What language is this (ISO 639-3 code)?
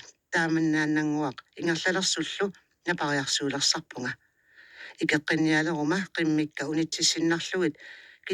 kal